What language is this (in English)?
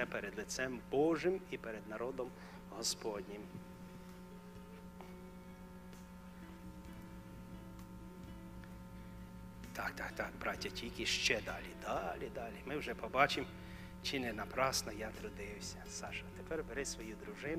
Ukrainian